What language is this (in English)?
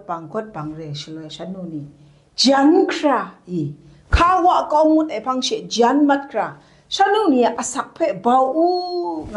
Kachin